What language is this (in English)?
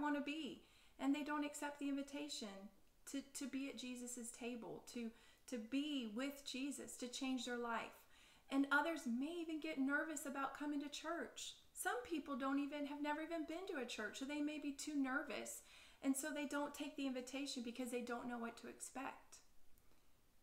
English